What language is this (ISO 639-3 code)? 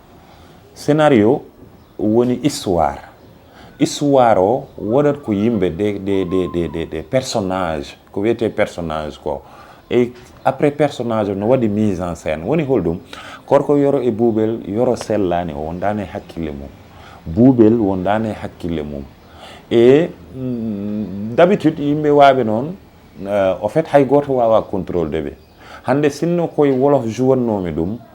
ful